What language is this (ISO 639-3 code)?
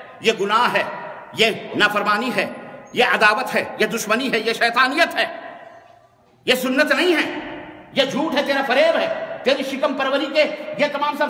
urd